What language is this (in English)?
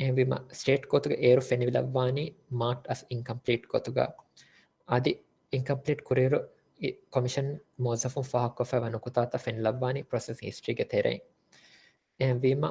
Divehi